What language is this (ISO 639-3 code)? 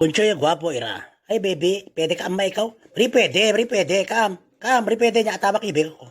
itv